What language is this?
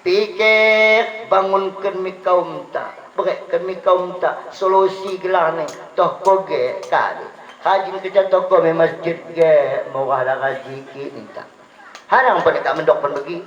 Batak Dairi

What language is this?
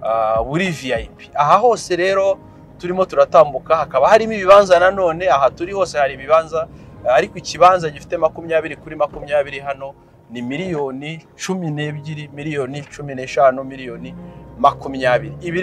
Kinyarwanda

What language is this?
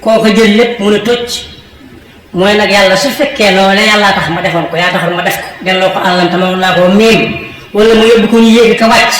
Wolof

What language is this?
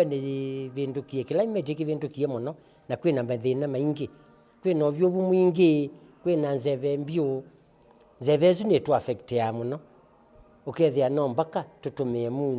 Kamba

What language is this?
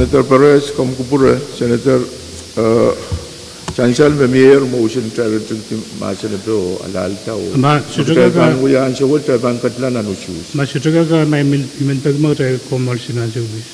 Pohnpeian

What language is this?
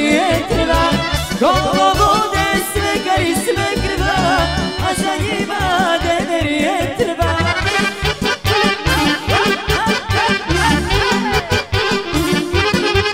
Serbian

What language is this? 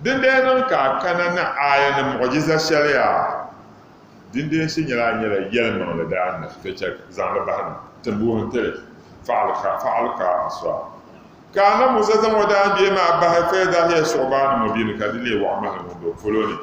Dagbani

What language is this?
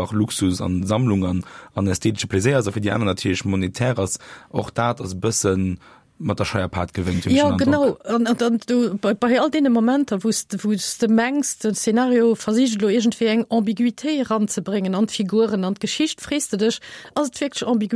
Luxembourgish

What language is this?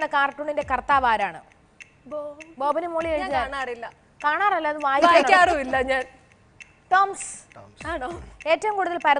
Malayalam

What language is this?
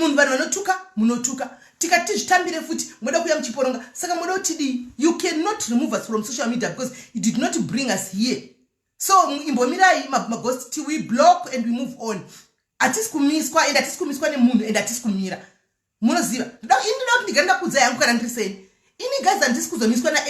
Shona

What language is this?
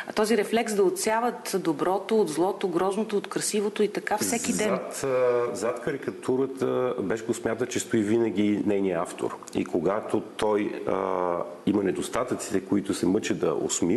Bulgarian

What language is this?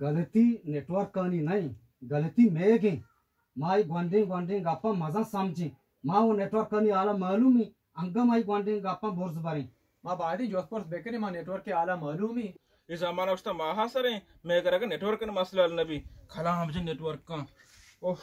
Baluchi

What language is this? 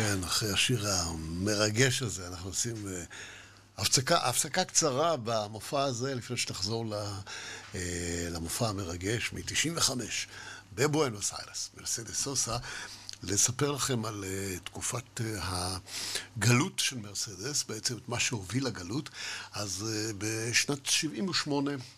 Hebrew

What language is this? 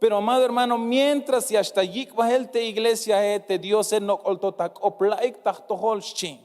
Tzeltal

